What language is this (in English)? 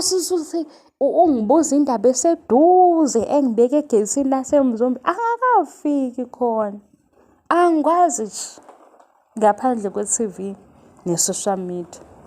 Zulu